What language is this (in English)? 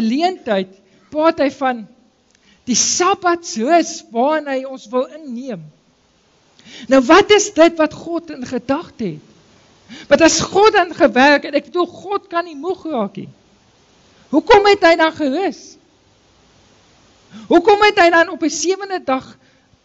Afrikaans